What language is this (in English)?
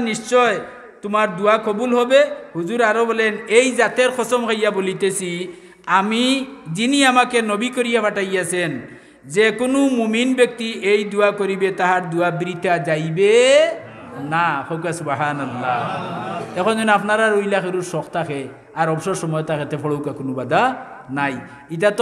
Sylheti